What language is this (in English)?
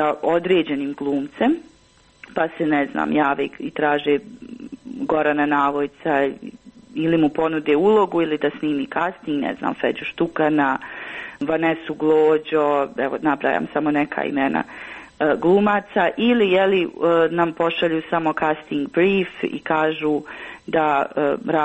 Croatian